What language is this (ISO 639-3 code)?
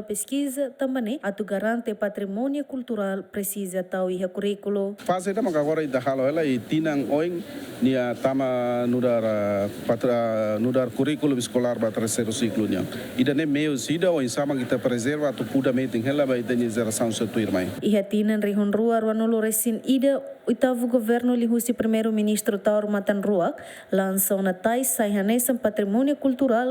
tet